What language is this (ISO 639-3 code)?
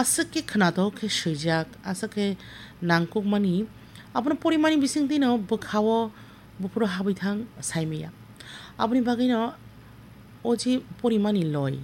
trp